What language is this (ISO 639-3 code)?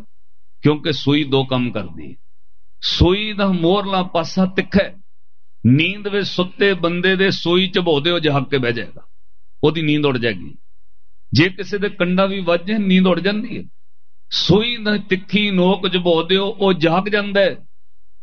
pan